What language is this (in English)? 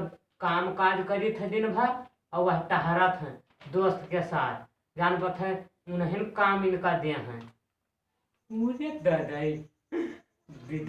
Awadhi